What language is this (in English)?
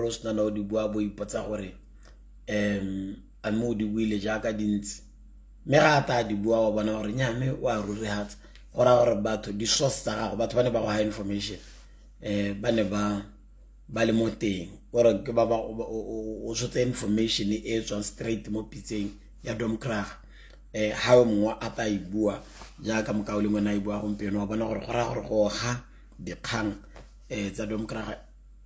Tswana